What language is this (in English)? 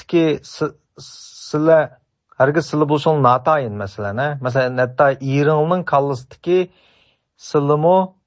Uyghur